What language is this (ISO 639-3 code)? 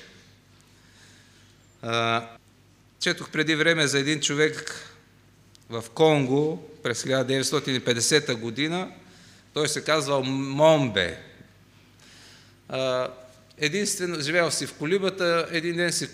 bul